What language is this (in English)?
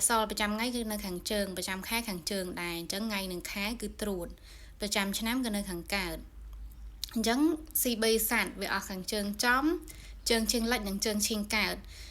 Khmer